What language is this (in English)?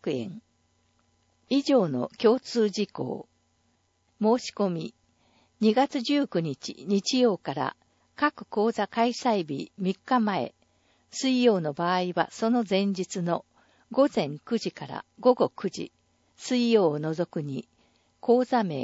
Japanese